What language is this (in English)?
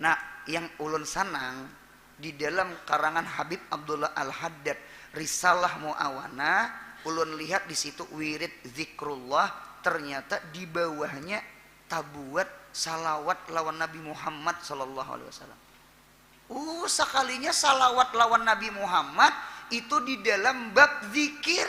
Banjar